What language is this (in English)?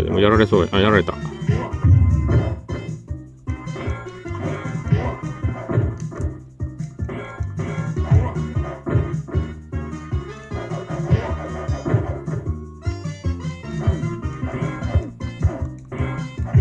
Japanese